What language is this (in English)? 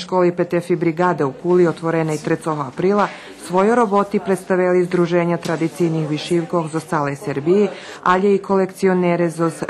Rusyn